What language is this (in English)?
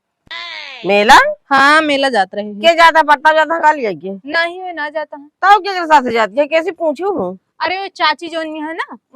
Awadhi